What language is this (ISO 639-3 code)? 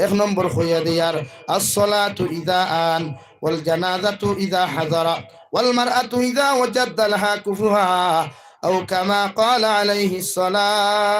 syl